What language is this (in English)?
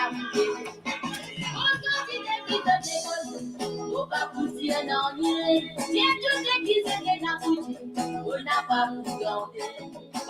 Morisyen